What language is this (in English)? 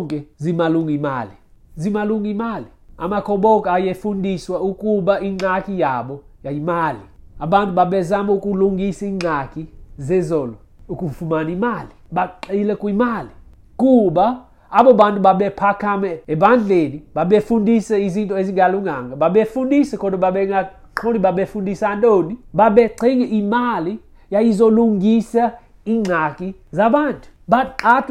Xhosa